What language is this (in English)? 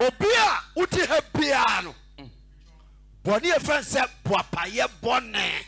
Akan